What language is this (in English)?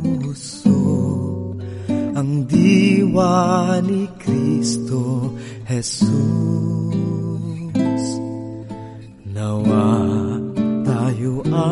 Filipino